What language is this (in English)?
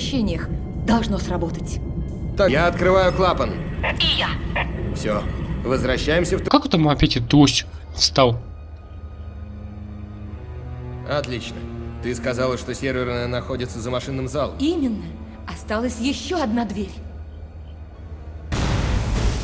Russian